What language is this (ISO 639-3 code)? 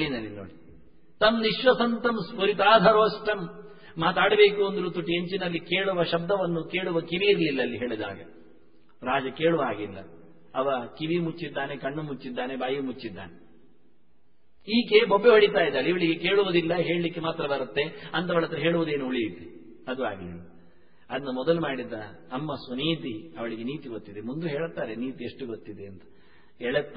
kan